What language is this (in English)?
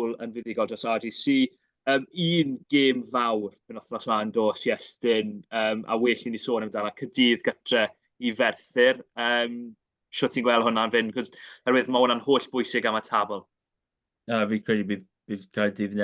Welsh